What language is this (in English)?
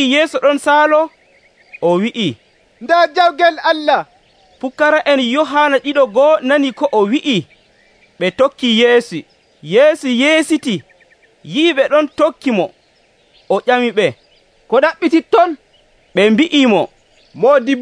Nigerian Fulfulde